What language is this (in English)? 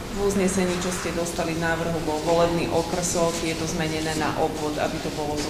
Slovak